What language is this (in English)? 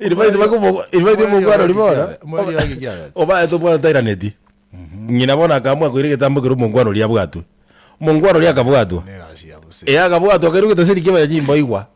Gusii